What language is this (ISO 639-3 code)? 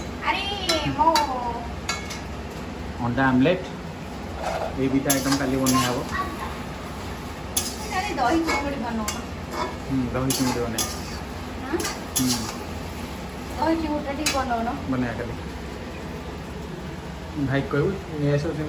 ori